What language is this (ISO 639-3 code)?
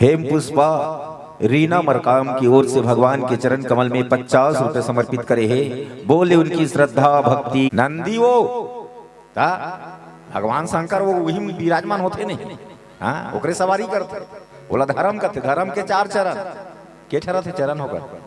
hne